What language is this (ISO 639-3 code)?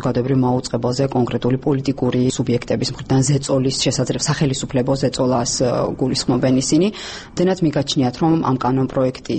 kat